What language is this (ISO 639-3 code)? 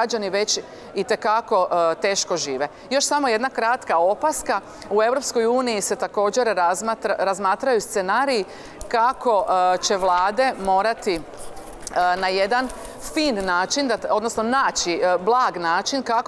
hrv